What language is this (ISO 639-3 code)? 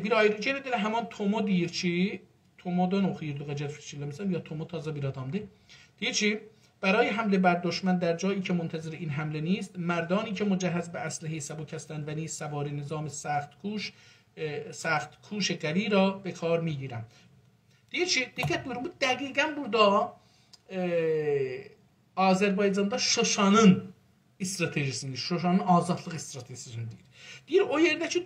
azb